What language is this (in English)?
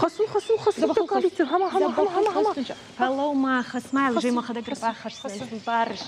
Ossetic